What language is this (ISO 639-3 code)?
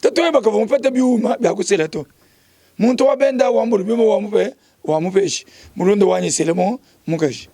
lua